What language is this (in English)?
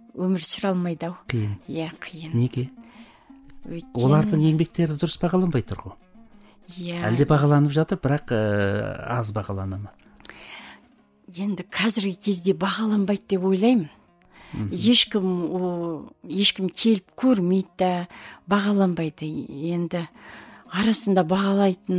Kazakh